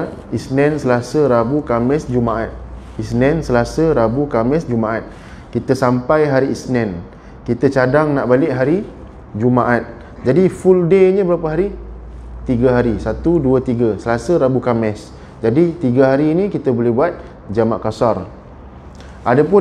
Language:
Malay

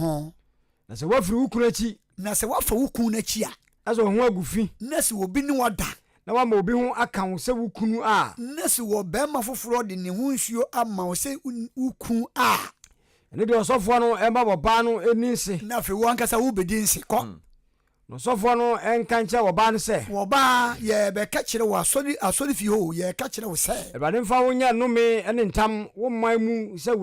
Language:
Akan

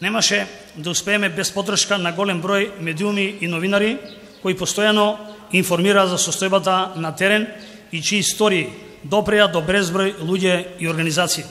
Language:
Macedonian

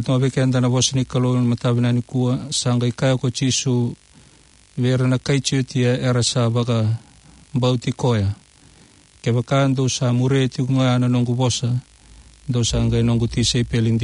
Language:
Fijian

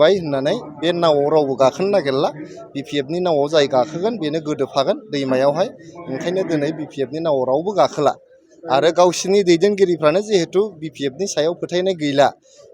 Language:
Bodo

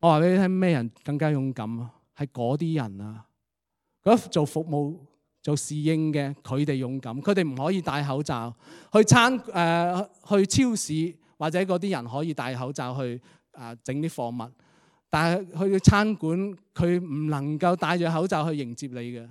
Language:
Cantonese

